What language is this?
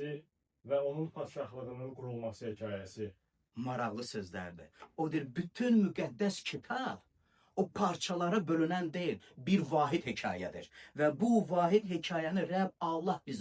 Azerbaijani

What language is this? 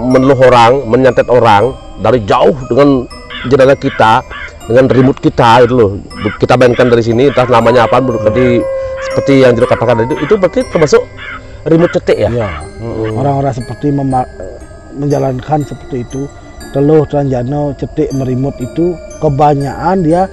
Indonesian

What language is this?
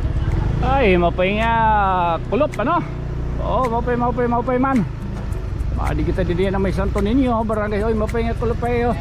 Waray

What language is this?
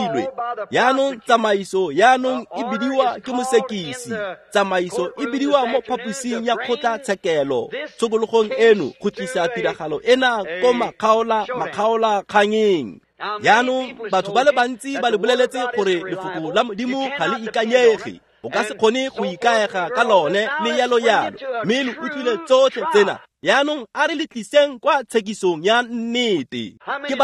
Tswana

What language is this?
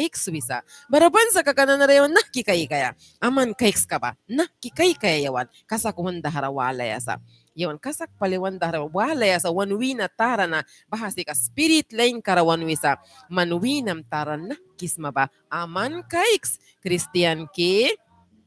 Mískito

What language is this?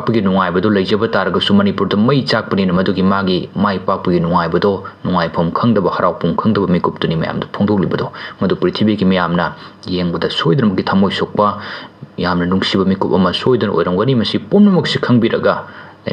Manipuri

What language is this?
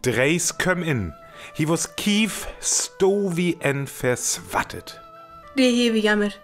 Northern Frisian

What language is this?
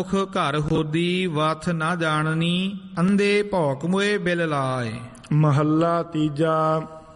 Punjabi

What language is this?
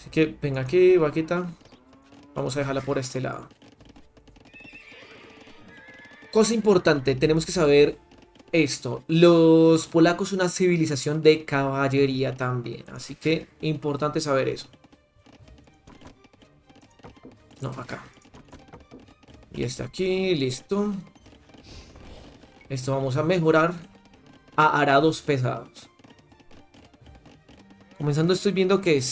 Spanish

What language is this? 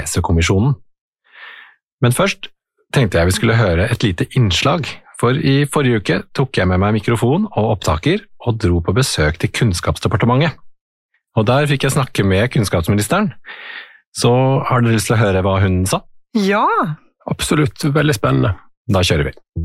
Norwegian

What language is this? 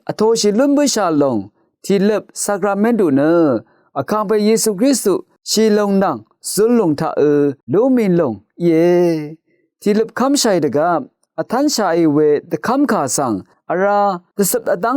Rawang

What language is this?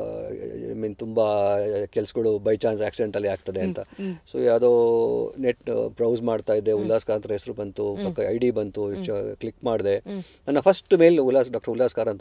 Kannada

